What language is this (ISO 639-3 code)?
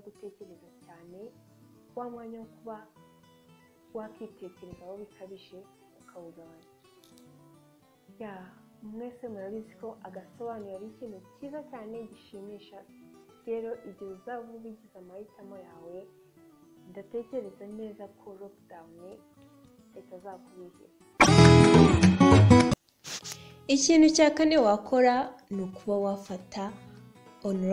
kin